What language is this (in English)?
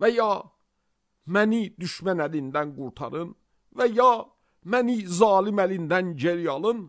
Azerbaijani